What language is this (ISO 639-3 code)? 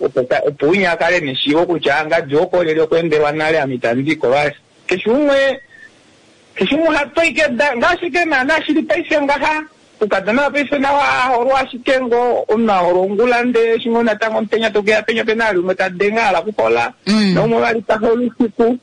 kua